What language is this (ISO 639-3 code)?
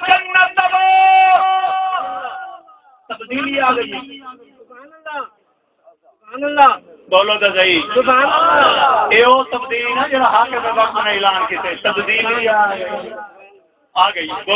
skr